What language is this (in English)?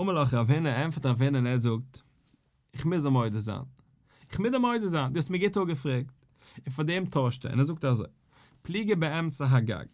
Yiddish